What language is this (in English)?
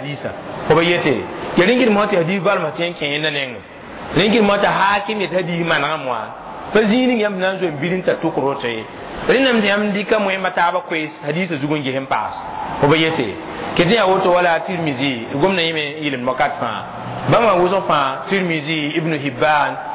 Mossi